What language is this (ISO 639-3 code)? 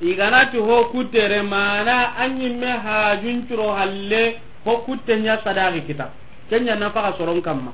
snk